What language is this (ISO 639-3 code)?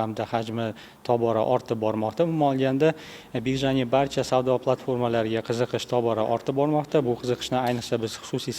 uzb